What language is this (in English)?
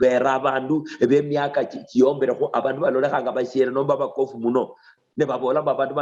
Luyia